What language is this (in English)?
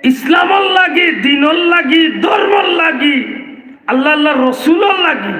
Sylheti